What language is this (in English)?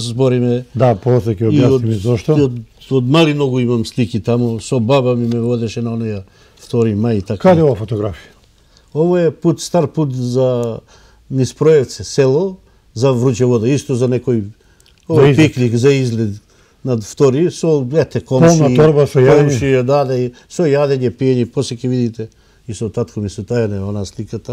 Macedonian